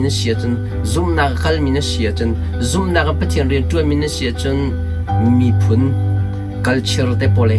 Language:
Hakha Chin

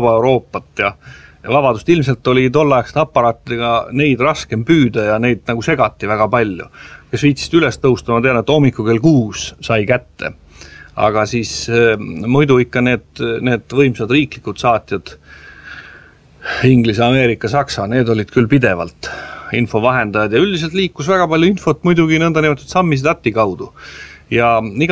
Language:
Estonian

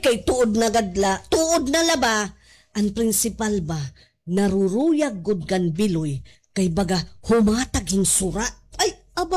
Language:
Waray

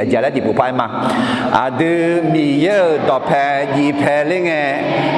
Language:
Akha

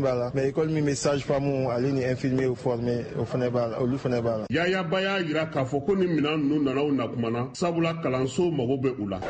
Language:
Bambara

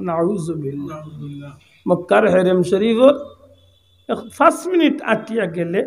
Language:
Sylheti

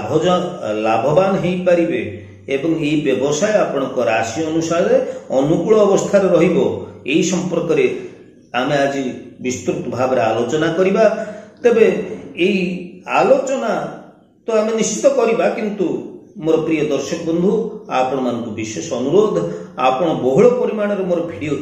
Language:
Odia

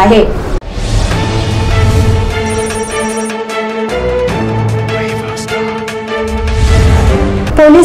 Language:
Marathi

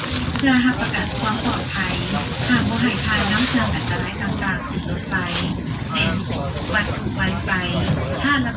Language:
Lao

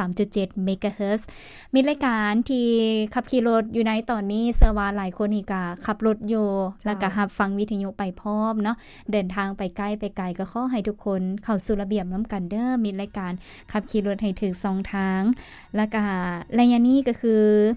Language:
Lao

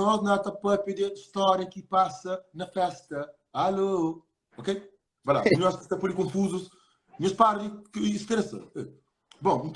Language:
Kabuverdianu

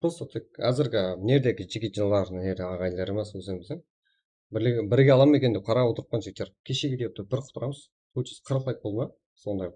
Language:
Kara-Kalpak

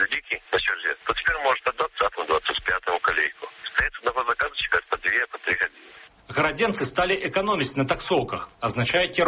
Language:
Belarusian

